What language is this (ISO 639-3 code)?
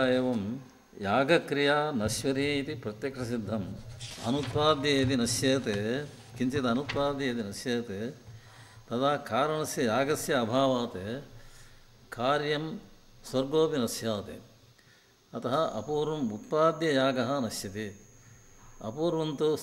san